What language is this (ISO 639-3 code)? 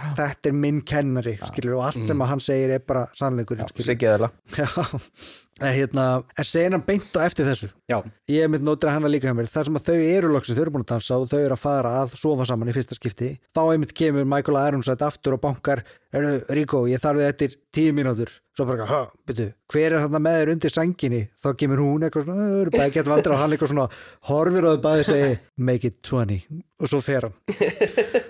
isl